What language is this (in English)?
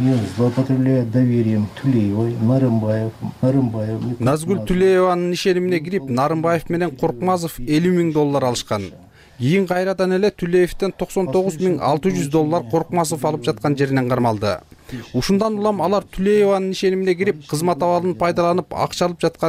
Kyrgyz